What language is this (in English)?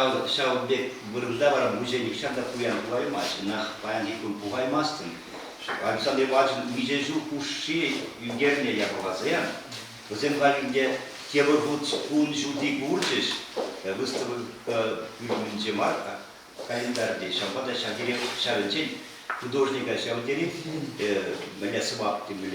Chuvash